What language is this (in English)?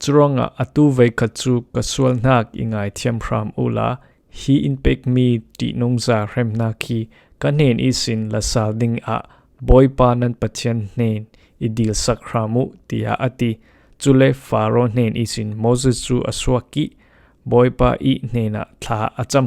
Falam Chin